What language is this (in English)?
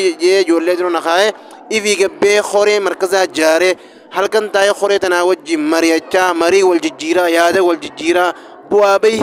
Oromo